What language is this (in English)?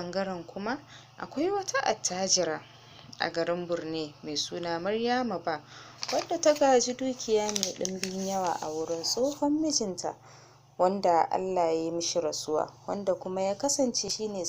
Hausa